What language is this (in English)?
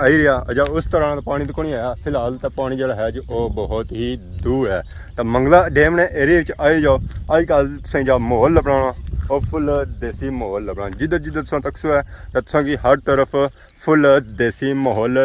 Pahari-Potwari